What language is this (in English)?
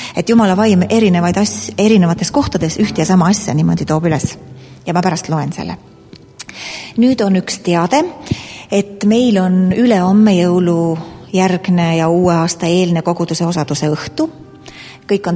Estonian